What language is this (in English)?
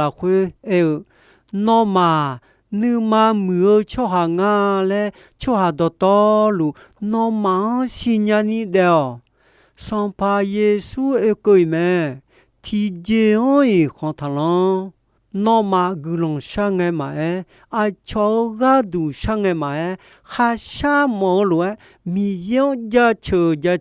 Akha